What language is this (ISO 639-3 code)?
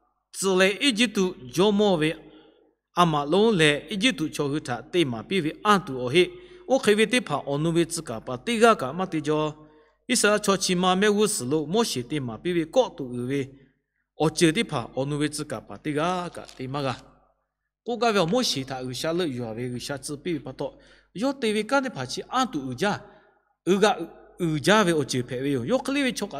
lhu